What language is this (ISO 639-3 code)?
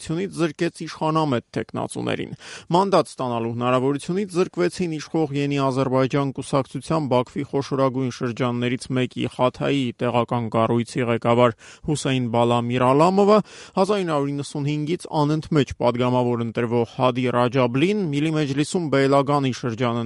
hye